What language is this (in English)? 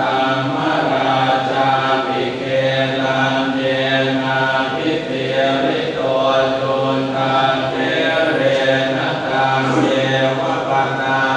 Pali